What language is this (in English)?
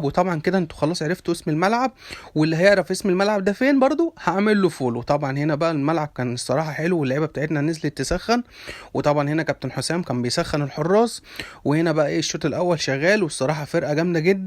Egyptian Arabic